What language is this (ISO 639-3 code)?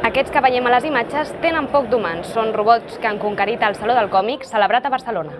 cat